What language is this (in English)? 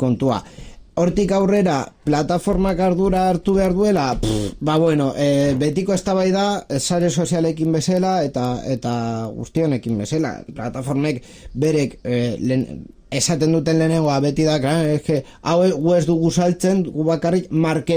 Basque